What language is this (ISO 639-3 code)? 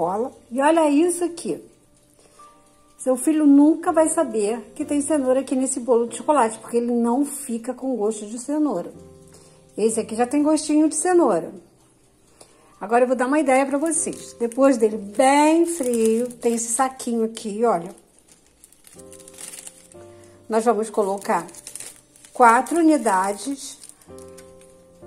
por